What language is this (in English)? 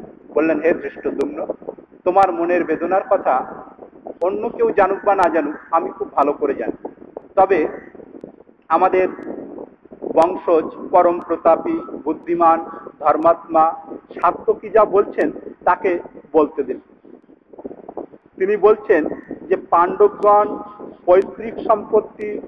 Bangla